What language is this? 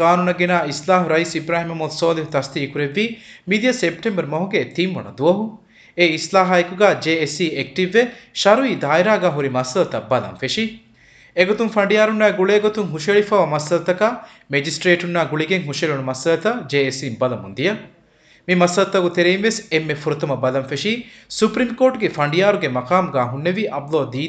Divehi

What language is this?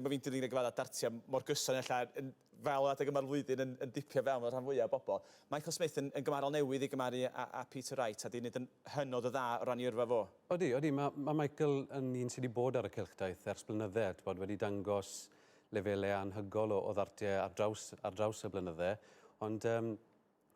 Welsh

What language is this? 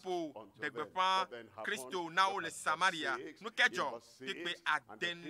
Ewe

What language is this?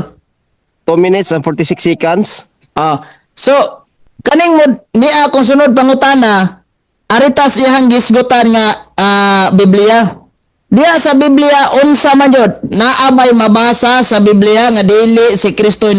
Cebuano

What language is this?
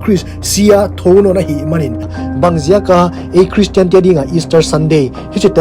Paite Chin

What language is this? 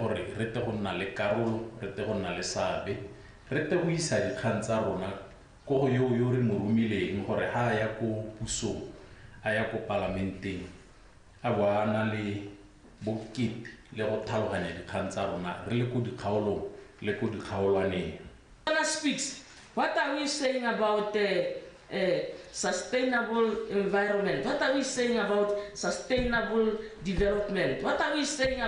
Tswana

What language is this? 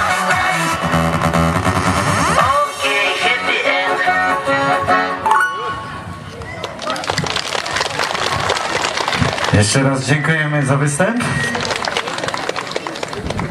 Polish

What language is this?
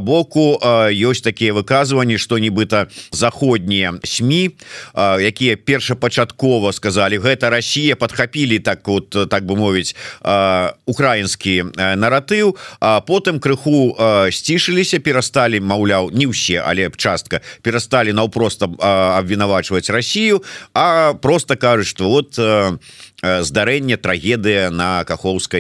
Belarusian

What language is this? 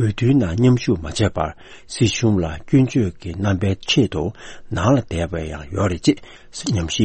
Tibetan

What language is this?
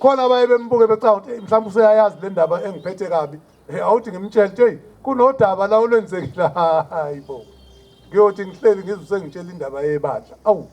Zulu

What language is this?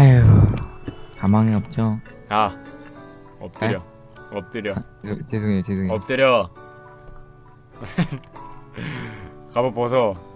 Korean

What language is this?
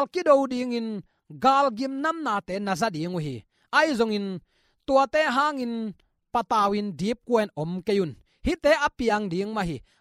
Tedim Chin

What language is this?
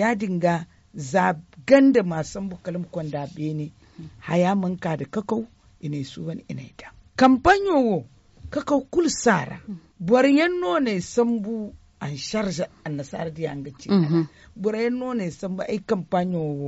Zarma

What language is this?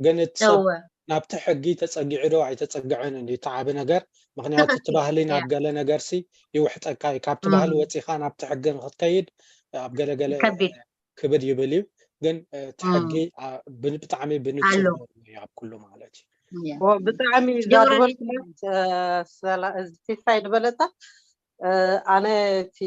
Tigrinya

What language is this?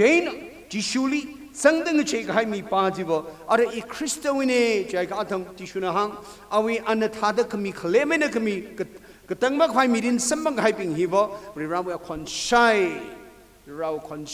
Tangkhul Naga (India)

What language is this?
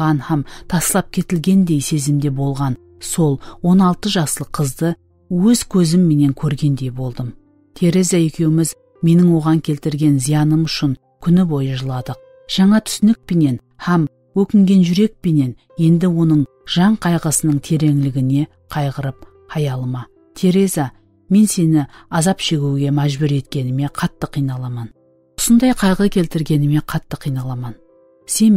Kara-Kalpak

